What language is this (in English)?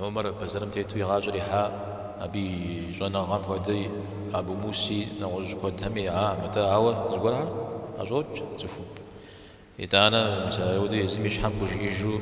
Kabardian